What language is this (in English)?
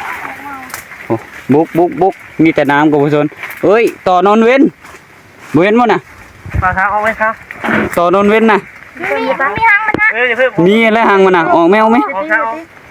Northeastern Thai